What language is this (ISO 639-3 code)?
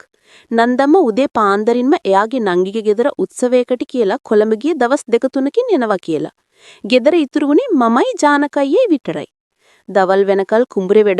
sin